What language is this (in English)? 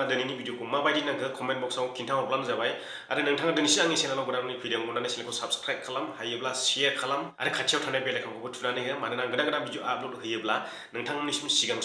Bodo